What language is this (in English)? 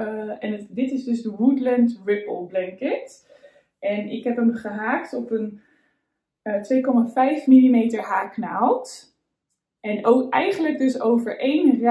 Dutch